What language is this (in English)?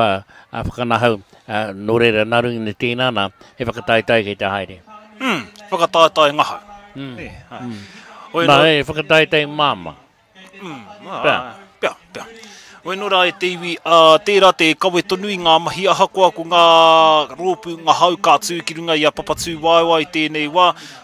Māori